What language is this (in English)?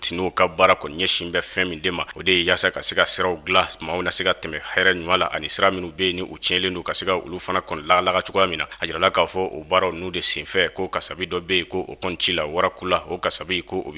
Bambara